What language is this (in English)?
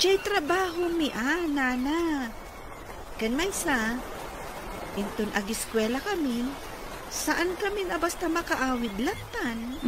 Iloko